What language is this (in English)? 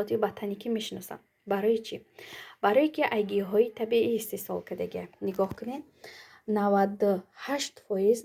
Tajik